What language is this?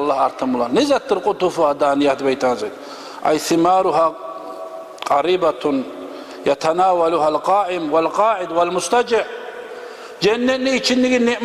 Kumyk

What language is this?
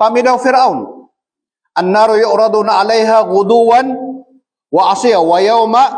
Maranao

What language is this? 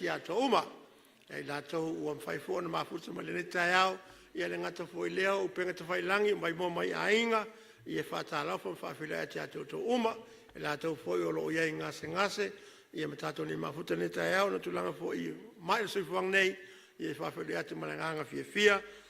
Samoan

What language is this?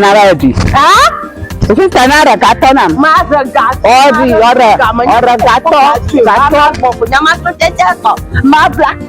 Ewe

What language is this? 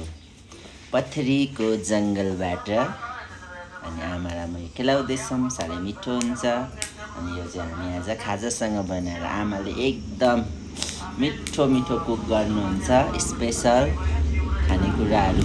Nepali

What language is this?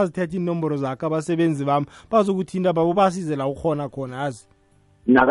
South Ndebele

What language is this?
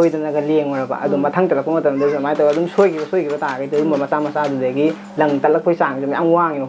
Manipuri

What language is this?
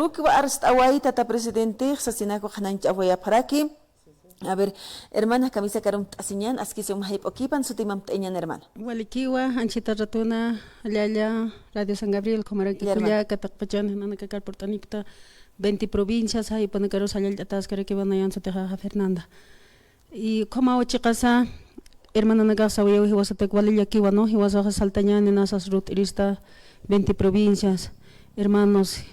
Aymara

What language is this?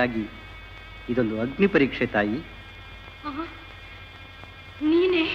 Kannada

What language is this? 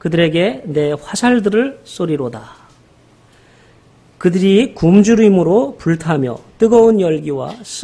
Korean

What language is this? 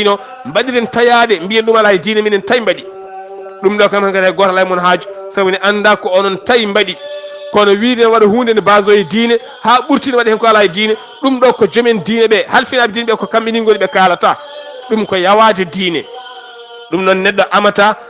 Fula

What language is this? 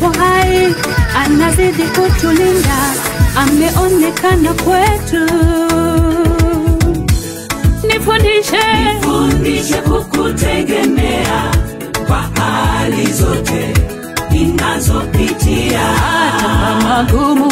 Swahili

